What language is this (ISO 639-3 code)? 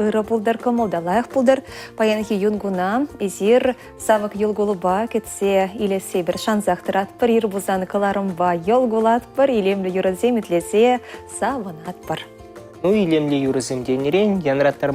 chv